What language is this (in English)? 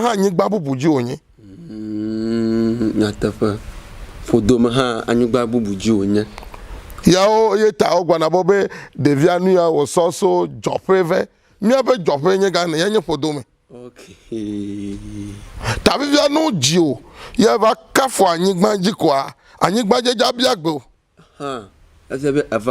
Ewe